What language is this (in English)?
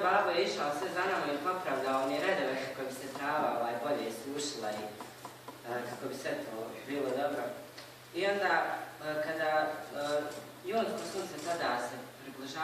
Bosnian